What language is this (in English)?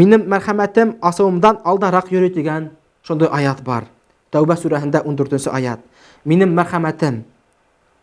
Bashkir